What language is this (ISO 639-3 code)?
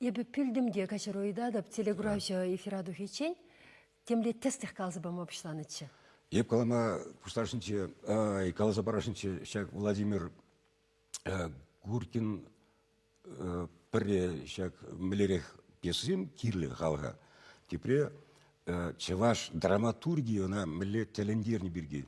chv